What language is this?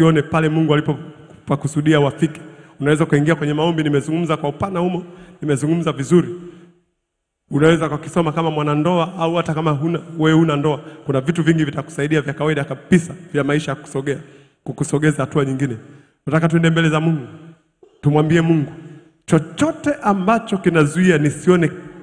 Swahili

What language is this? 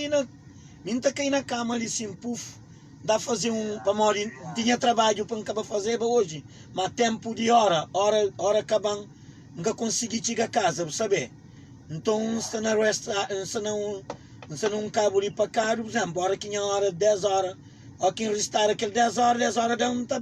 Kabuverdianu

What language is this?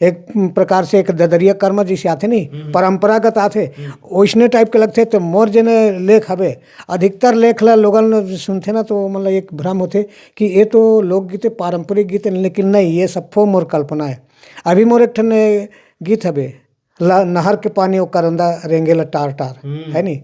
Chhattisgarhi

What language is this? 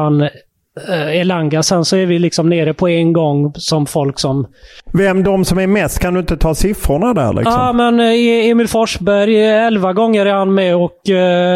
Swedish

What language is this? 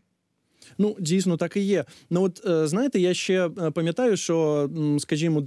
Ukrainian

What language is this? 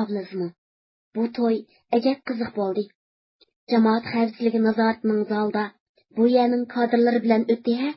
Uyghur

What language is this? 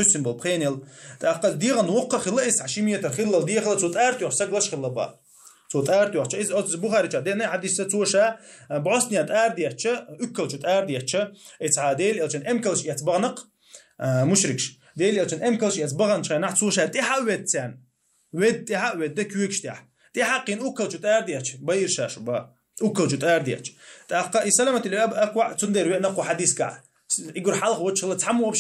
Chechen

